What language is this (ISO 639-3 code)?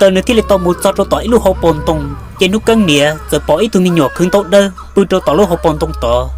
hmn